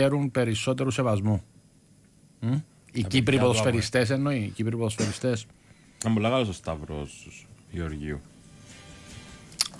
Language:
Greek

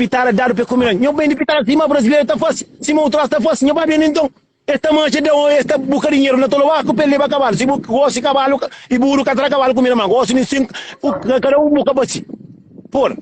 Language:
Kabuverdianu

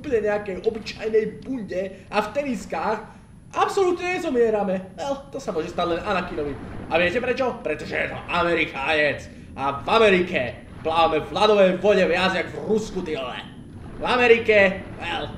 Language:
Slovak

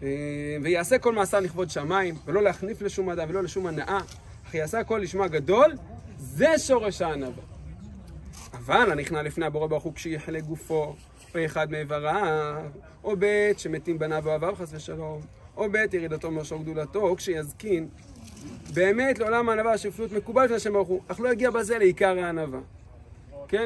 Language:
Hebrew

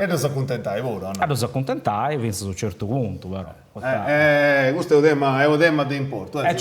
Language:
Sardinian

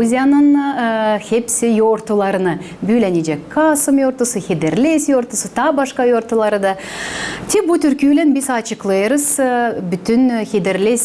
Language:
Gagauz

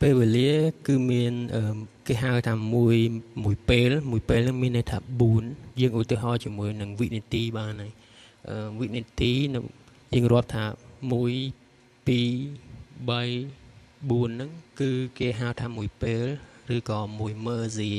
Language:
Khmer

